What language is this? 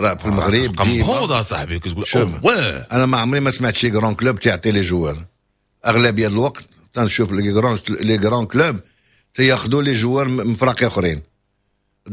Moroccan Arabic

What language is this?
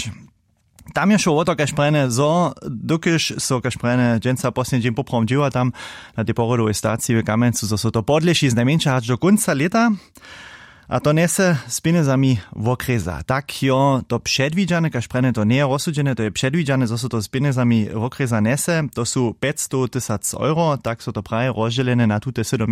Upper Sorbian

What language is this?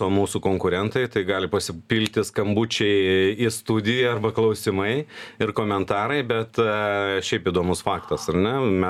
Lithuanian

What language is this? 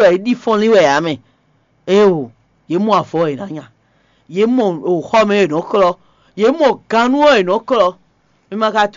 Fon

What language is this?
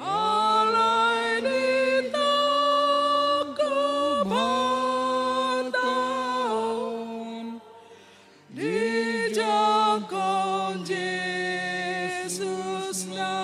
Batak Toba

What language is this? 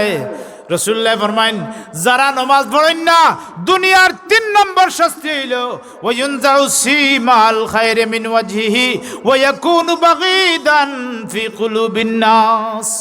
Sylheti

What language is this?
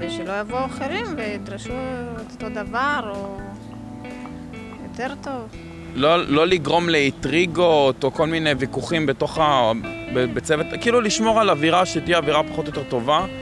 Hebrew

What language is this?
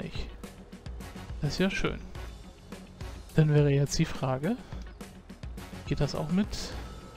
German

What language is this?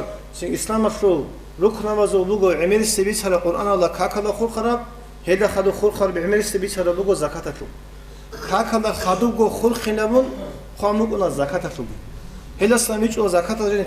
Avaric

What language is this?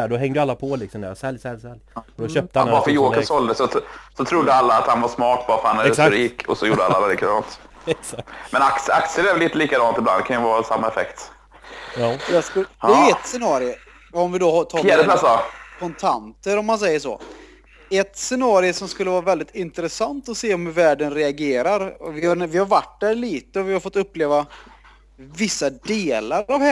Swedish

